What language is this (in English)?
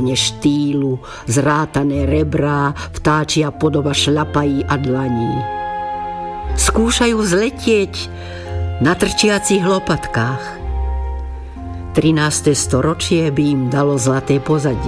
Slovak